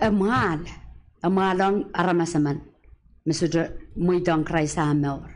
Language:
Pohnpeian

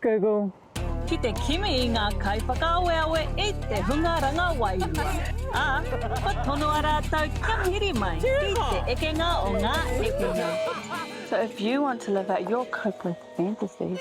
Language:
Māori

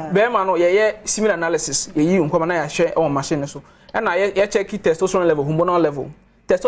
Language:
Akan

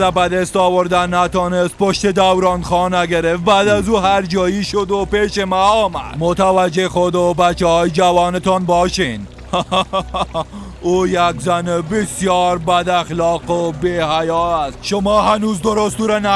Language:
Persian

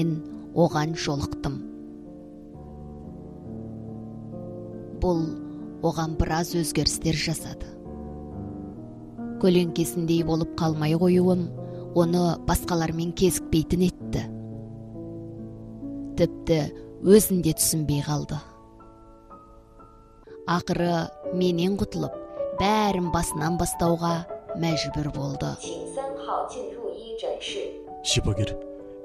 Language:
Kazakh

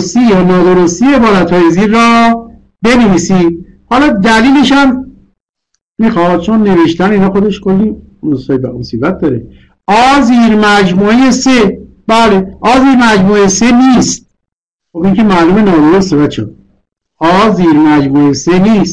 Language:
Persian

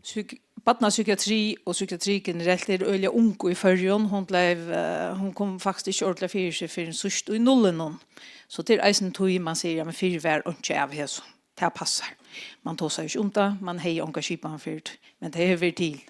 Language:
Faroese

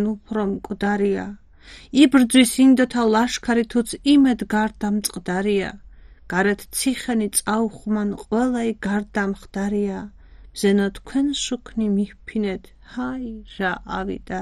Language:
Georgian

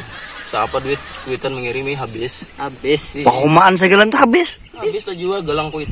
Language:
Banjar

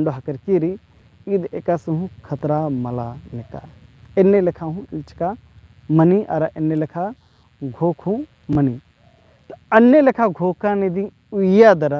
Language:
Kurukh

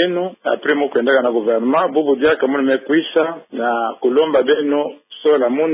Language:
Kituba (Democratic Republic of Congo)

